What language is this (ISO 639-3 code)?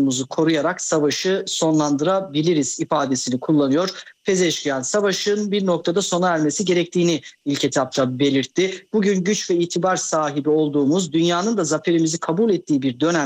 tur